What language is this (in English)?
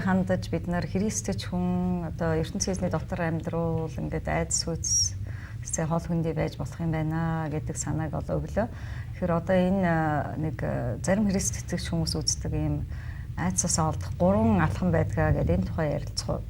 Mongolian